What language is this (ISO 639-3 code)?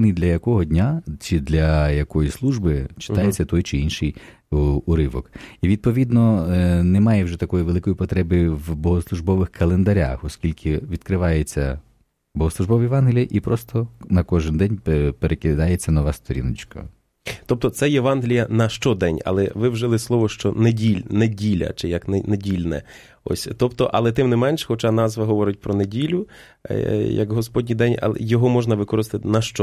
ukr